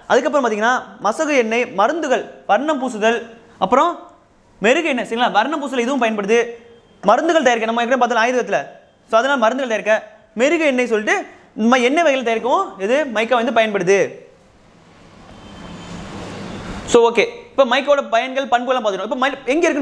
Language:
Tamil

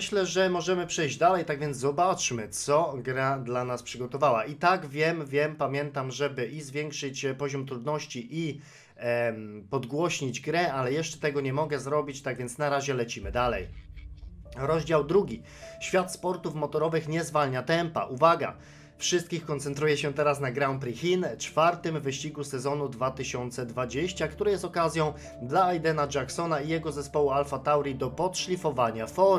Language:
Polish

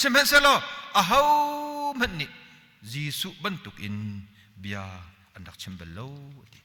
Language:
Hakha Chin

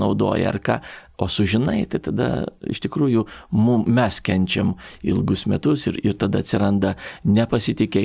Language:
Lithuanian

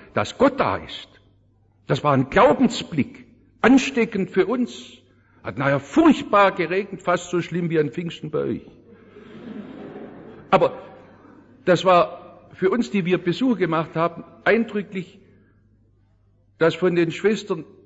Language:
German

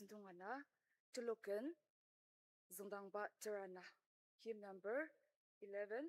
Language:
Ao Naga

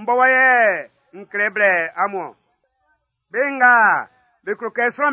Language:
Baoulé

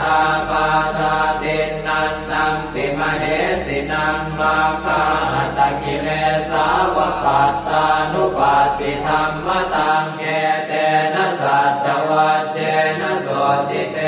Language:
Pali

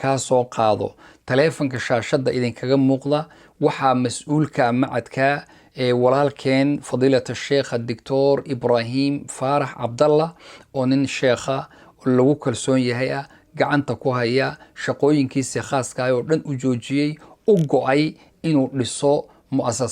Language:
Somali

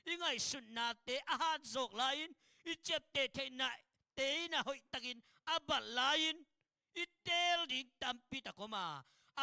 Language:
Tedim Chin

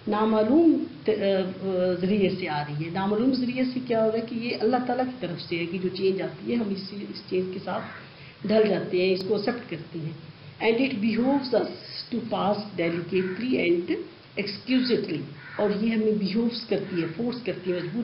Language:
Urdu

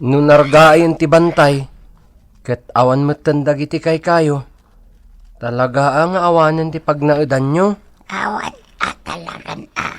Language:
Iloko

